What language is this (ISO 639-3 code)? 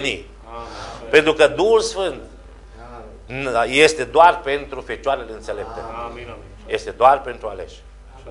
ron